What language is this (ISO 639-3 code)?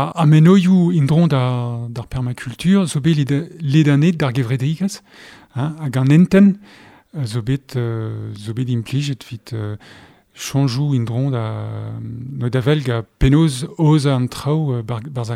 bre